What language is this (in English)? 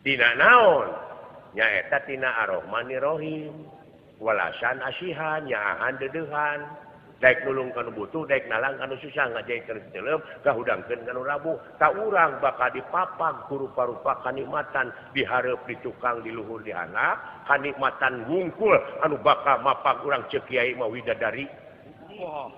Sundanese